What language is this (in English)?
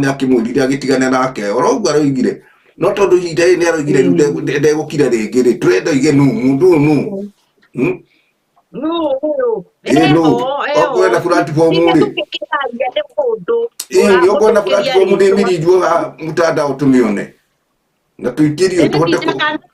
Kikuyu